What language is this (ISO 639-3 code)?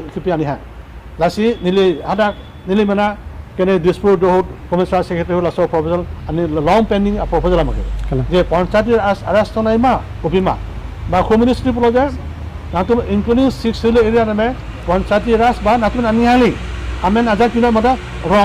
mjw